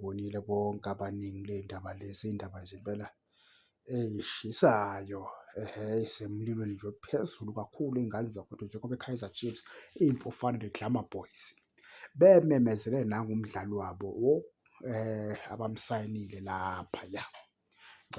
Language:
Zulu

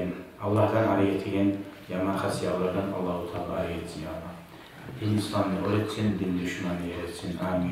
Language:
Kumyk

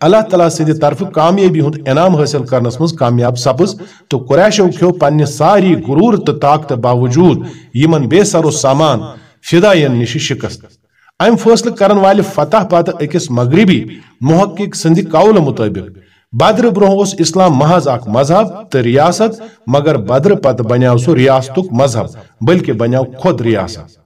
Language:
Kashmiri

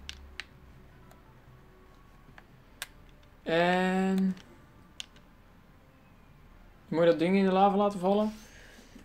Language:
Dutch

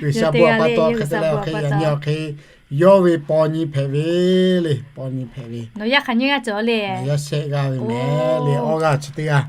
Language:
Lahu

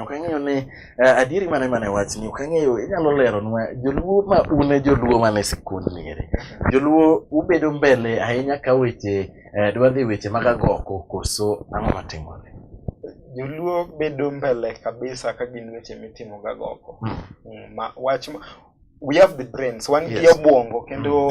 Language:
Luo (Kenya and Tanzania)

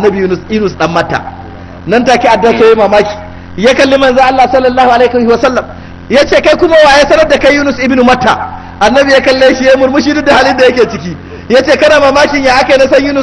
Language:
Hausa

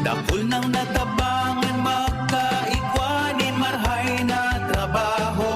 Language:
Bikol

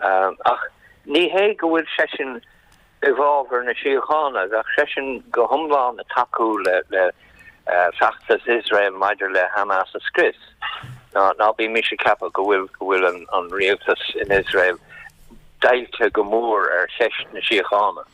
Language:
Irish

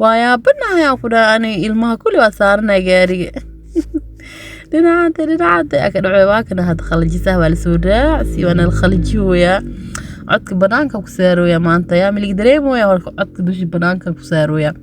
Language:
Somali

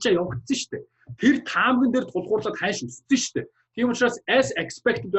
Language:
Mongolian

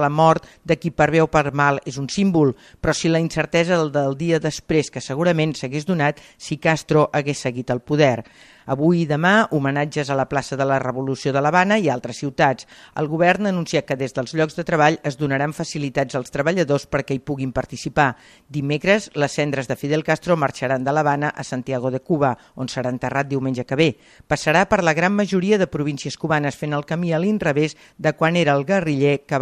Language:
Catalan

